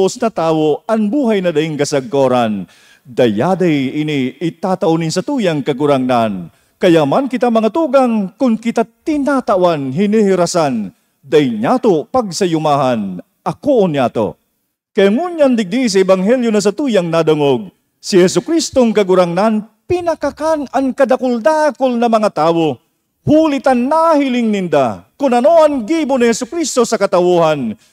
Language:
Bikol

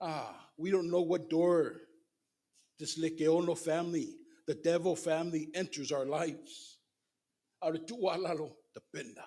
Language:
Samoan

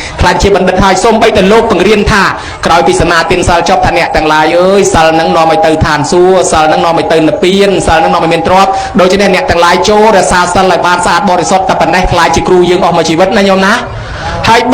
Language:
Khmer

